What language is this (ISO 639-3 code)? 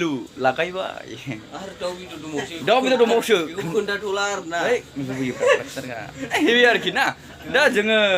brx